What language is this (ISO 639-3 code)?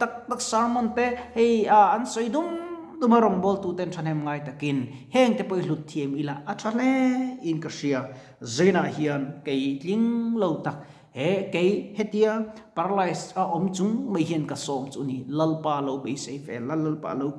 lus